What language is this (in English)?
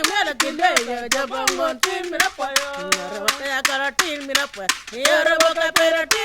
Acoli